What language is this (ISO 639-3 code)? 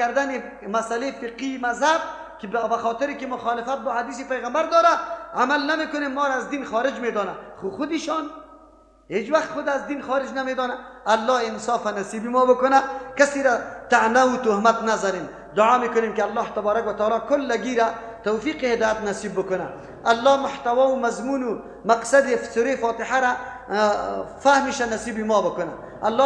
fas